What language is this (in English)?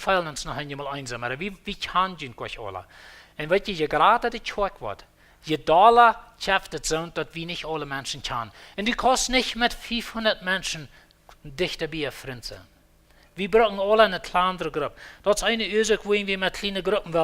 Plautdietsch